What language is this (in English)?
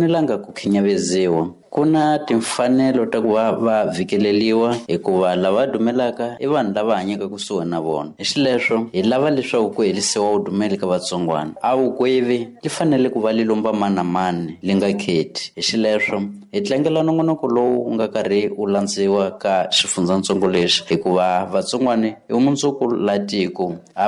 Tsonga